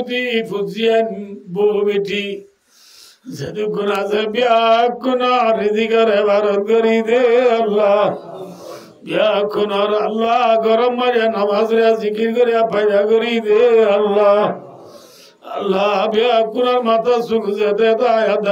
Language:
Rohingya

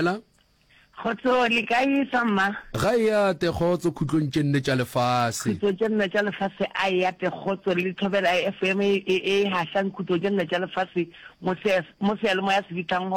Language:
Northern Sotho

